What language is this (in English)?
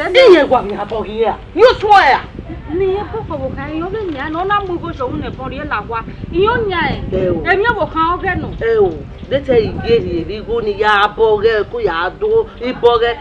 Bini